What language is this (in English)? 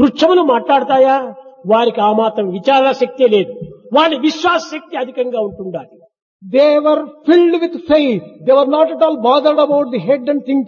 Telugu